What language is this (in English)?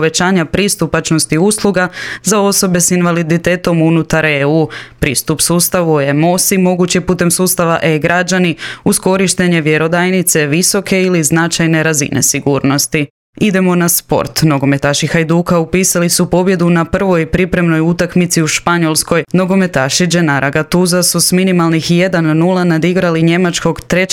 Croatian